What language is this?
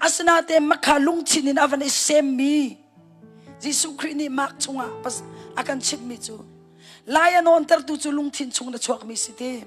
Hakha Chin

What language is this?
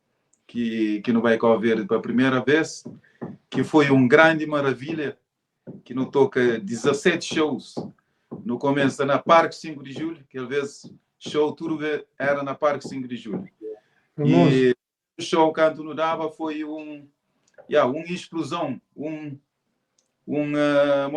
Kabuverdianu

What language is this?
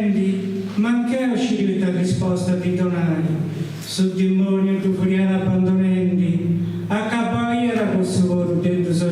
Sardinian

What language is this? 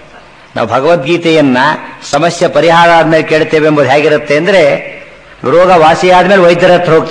Kannada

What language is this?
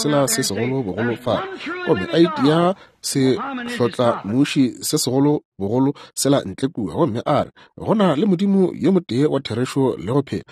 Northern Sotho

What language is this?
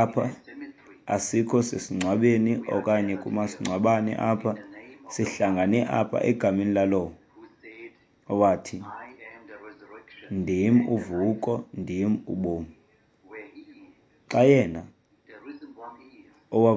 Xhosa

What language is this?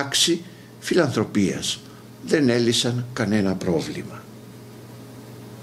Greek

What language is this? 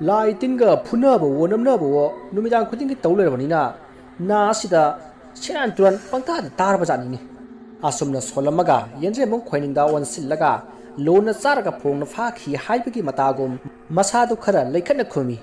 Manipuri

